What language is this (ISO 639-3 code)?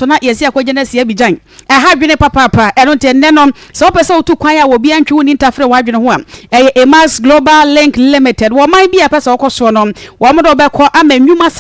aka